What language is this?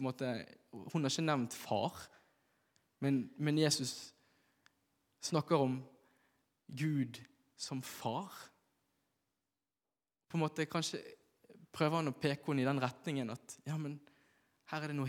Norwegian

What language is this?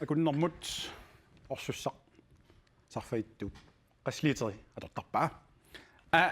Kalaallisut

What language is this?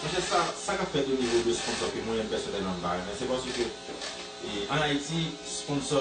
Haitian Creole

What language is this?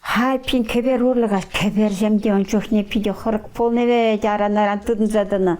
Chuvash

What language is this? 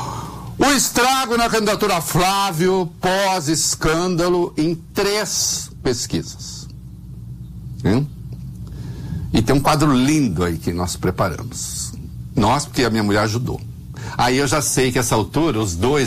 Portuguese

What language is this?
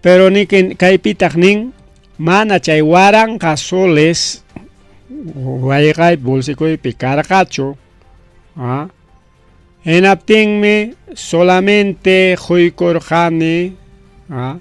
Ayacucho Quechua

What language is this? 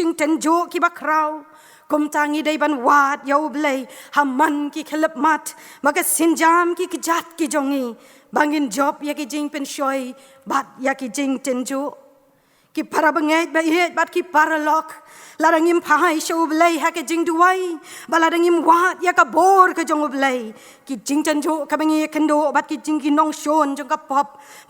Khasi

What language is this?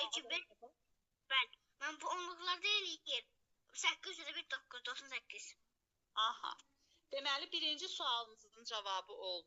Azerbaijani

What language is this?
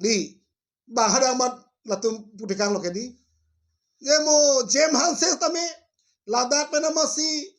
Karbi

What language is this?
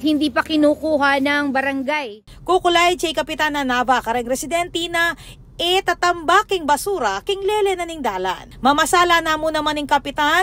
Pampanga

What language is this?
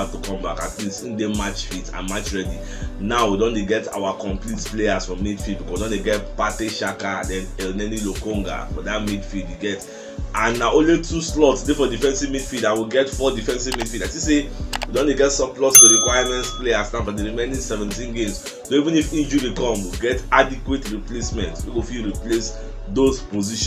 Nigerian Pidgin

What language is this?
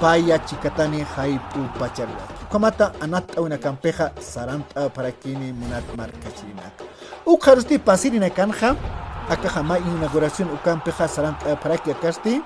Aymara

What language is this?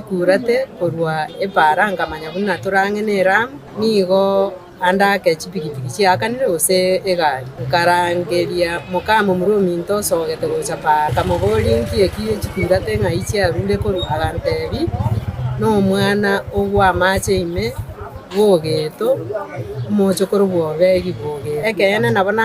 Gusii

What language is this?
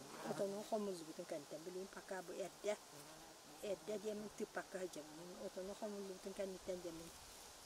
Yakut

